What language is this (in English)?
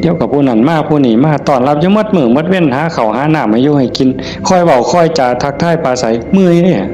Northeastern Thai